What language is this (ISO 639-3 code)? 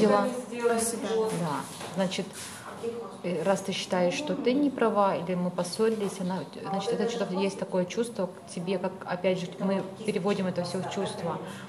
rus